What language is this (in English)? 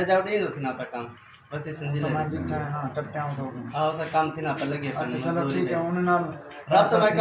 Saraiki